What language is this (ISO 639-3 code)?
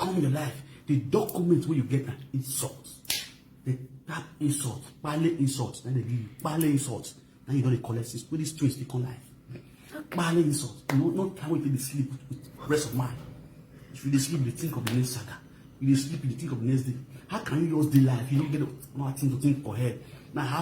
pcm